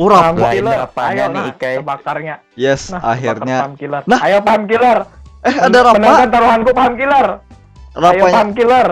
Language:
Banjar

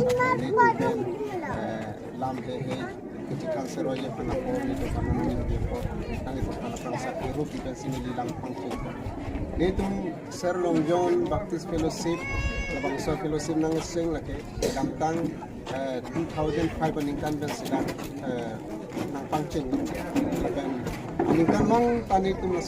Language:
Karbi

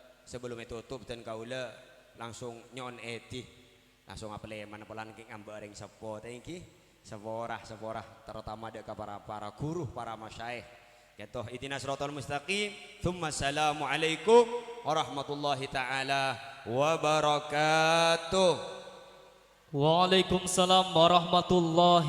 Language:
Madurese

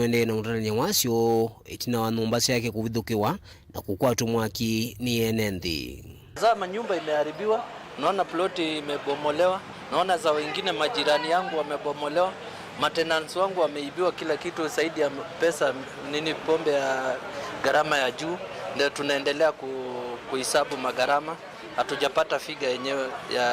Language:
Kamba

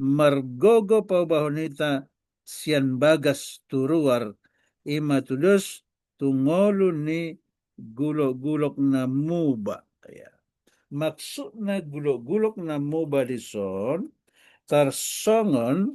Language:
Batak Toba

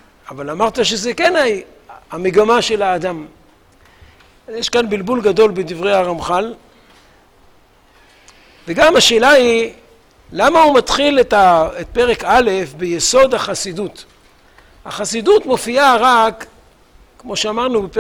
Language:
Hebrew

